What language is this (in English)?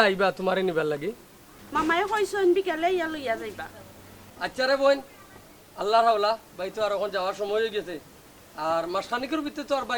Sylheti